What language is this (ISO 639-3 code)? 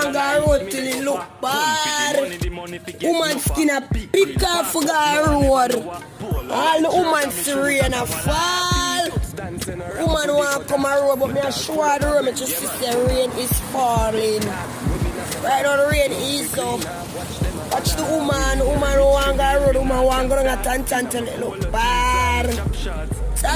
jam